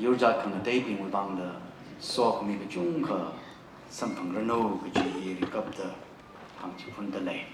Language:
Tangkhul Naga (India)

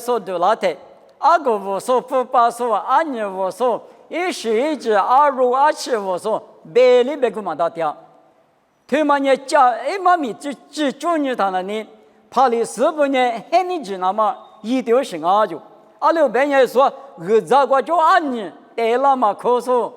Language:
Lisu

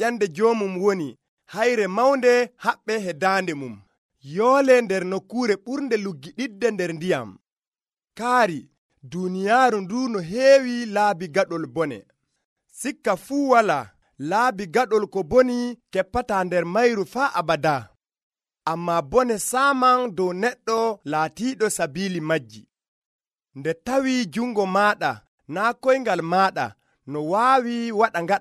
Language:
Nigerian Fulfulde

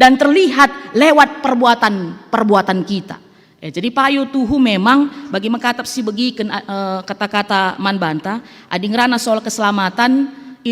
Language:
Batak Karo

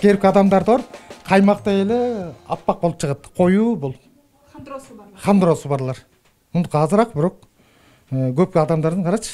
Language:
Kyrgyz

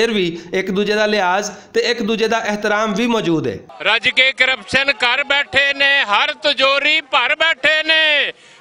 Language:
Western Panjabi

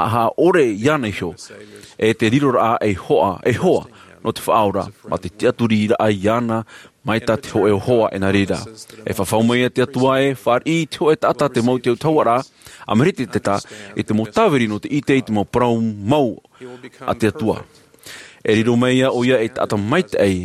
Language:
Tahitian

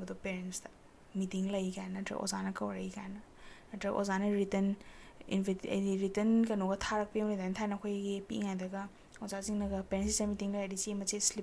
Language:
Manipuri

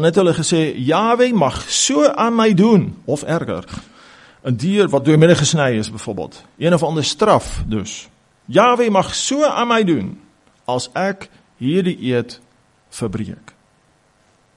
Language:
Afrikaans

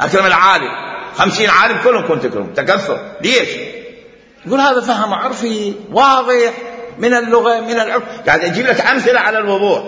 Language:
Mesopotamian Arabic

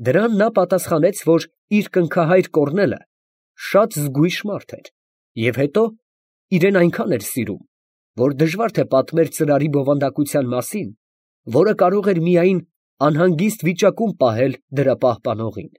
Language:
Armenian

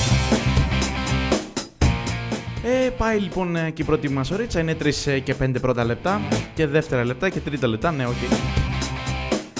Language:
Greek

